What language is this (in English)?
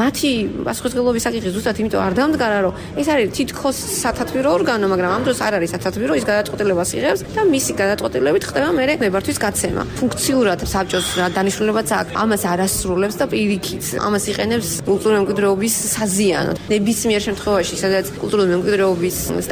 Georgian